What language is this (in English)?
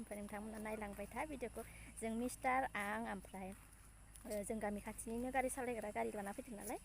Bodo